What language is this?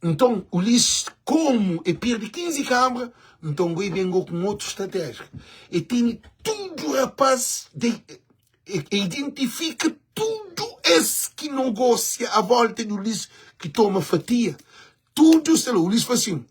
Kabuverdianu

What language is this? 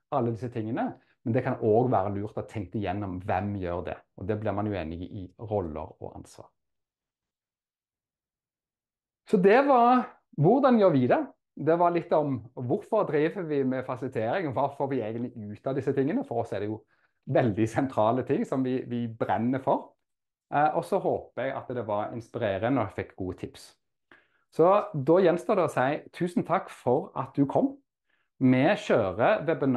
Norwegian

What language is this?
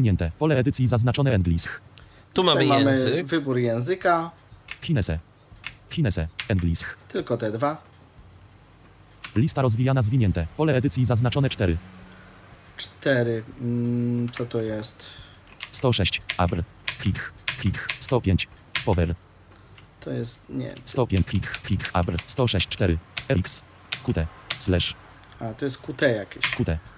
Polish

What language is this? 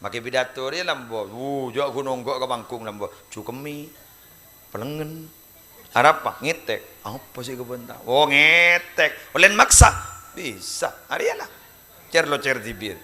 Madurese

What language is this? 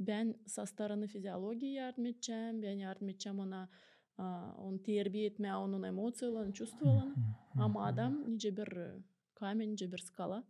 Gagauz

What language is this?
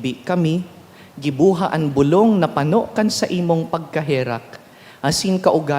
Bikol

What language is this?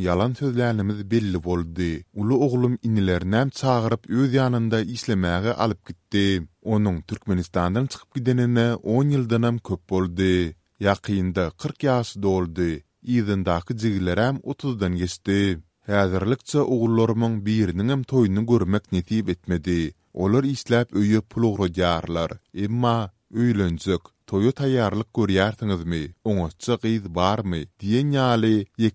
Turkmen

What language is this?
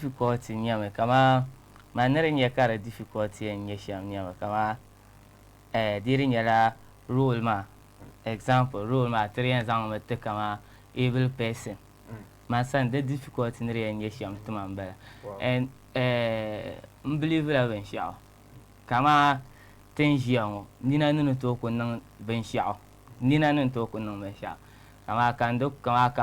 Dagbani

